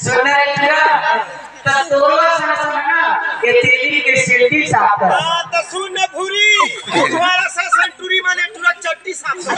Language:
Chhattisgarhi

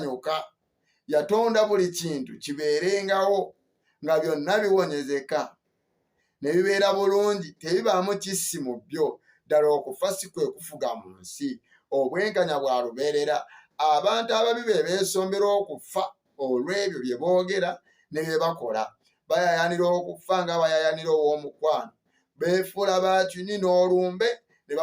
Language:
Ganda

